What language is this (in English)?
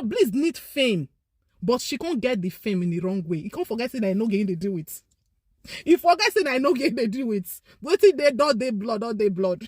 Nigerian Pidgin